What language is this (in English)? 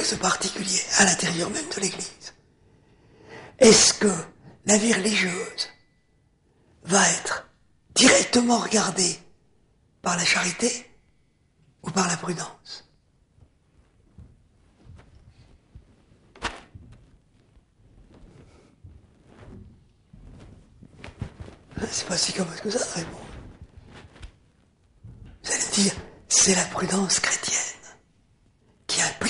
French